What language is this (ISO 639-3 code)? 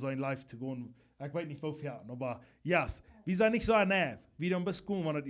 pdt